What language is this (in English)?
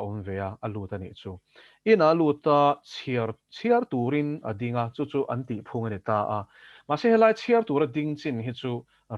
Mizo